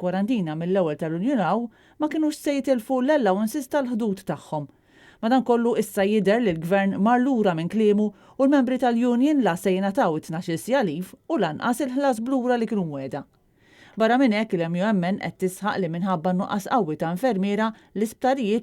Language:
Maltese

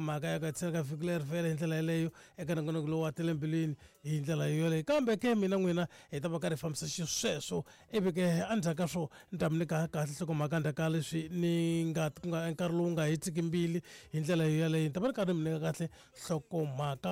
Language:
Tsonga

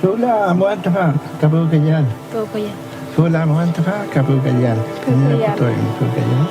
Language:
Mapuche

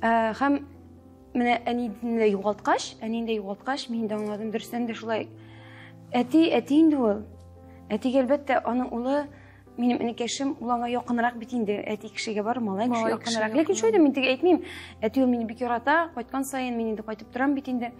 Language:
Tatar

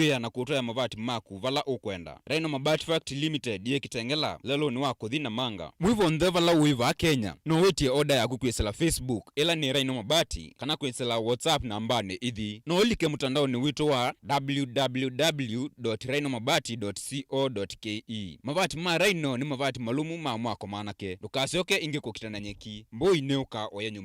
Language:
Kamba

